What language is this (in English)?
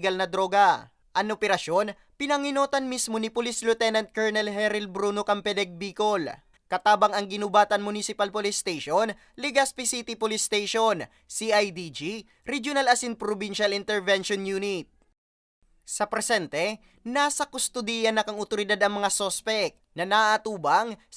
Bikol